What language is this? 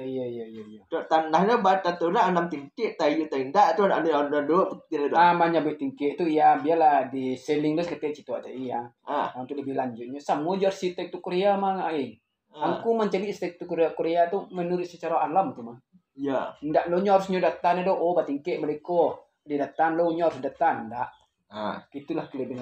Minangkabau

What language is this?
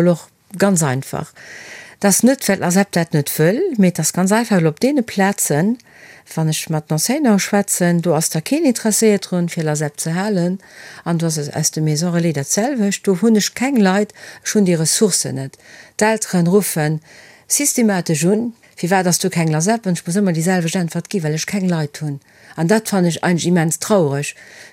Luxembourgish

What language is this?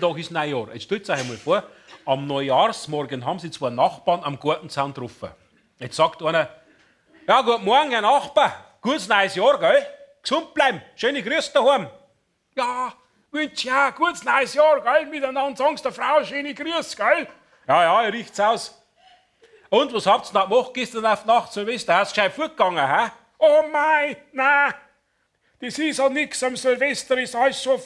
Bavarian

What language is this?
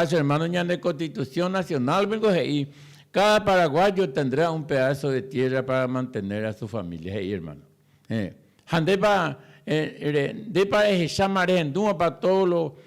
Guarani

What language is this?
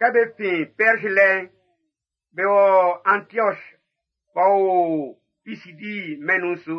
Baoulé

